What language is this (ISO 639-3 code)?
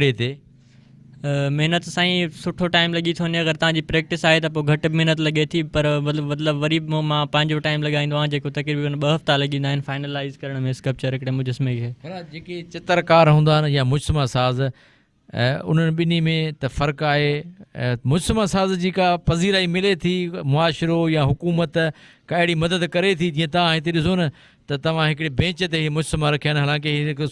snd